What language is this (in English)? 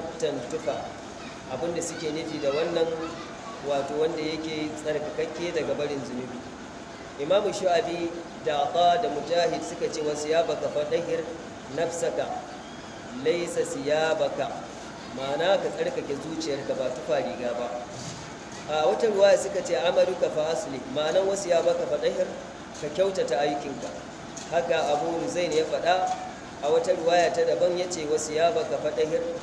Hausa